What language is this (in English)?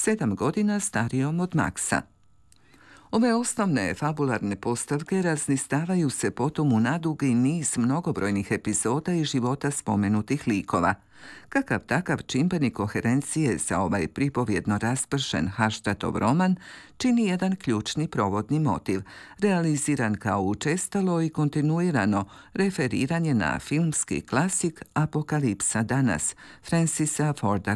Croatian